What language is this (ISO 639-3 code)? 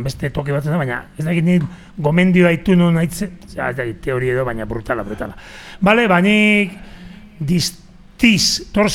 eus